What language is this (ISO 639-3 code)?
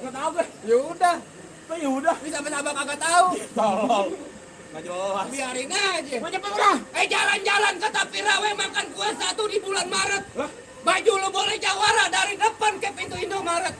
bew